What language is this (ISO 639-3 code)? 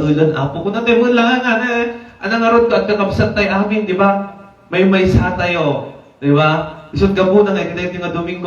ilo